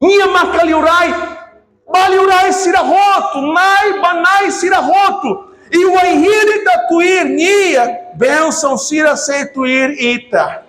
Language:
Tetum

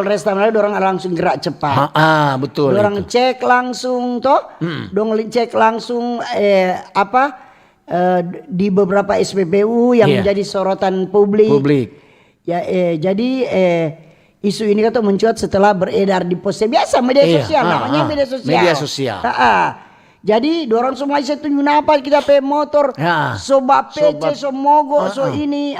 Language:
Manado Malay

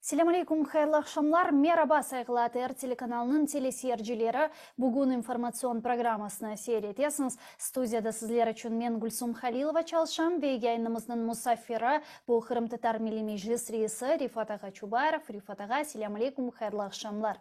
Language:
Crimean Tatar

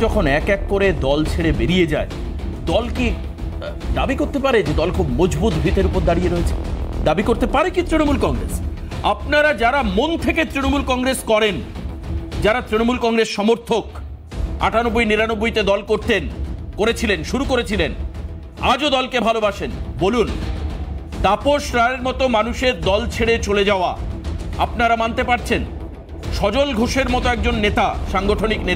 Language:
Bangla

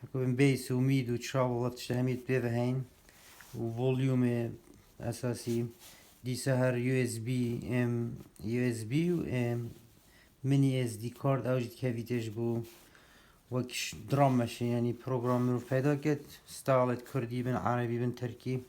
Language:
Kurdish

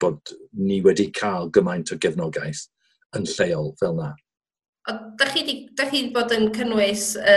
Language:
Welsh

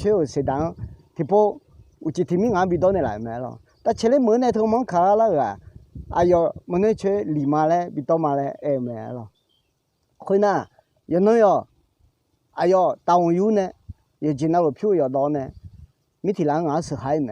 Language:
Akha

